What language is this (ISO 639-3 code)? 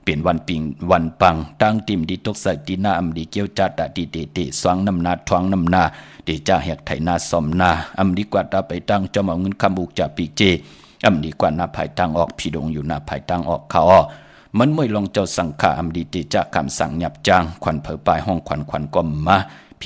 shn